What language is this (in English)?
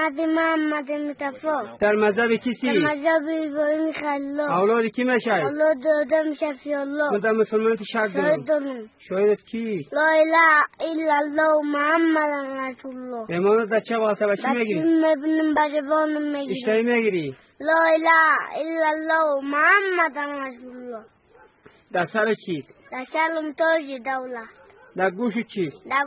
Tajik